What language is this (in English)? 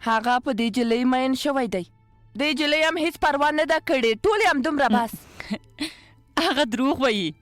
Persian